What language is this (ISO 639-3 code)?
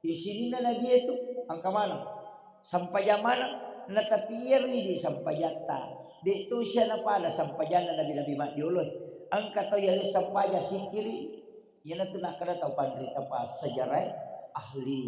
bug